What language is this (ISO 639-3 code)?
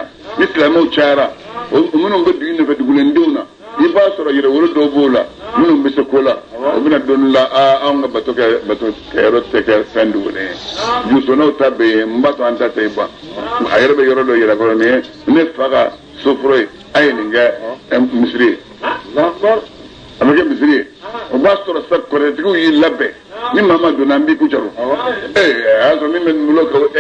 bam